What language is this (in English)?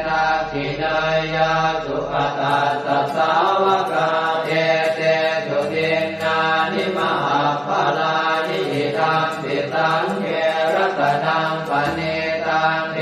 Pali